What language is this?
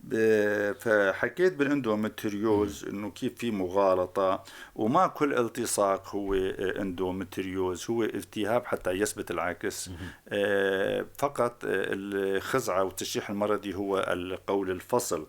North Levantine Arabic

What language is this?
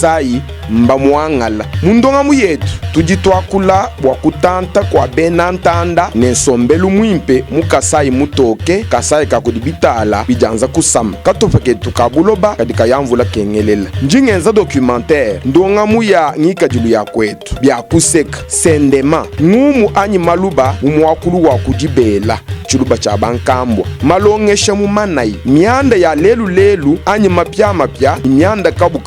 Luba-Lulua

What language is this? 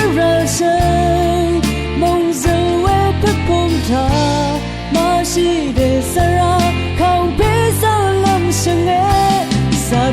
Rawang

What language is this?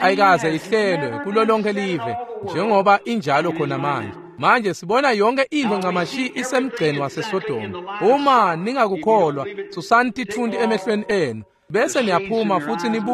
Swati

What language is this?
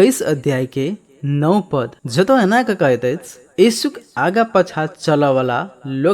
Maithili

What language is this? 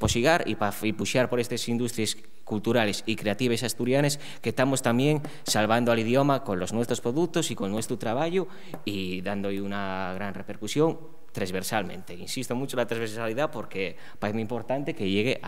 Asturian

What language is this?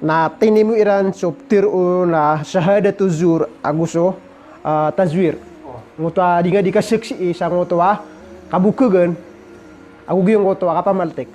Maranao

